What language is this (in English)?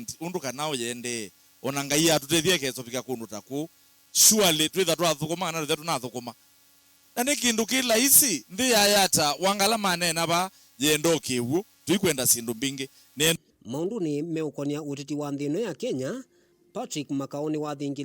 Kamba